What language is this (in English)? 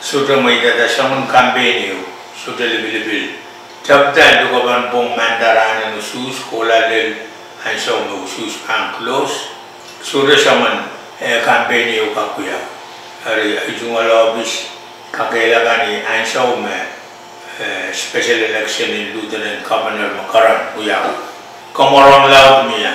Pohnpeian